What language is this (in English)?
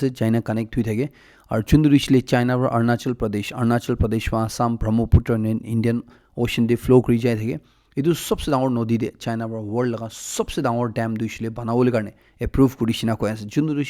Naga Pidgin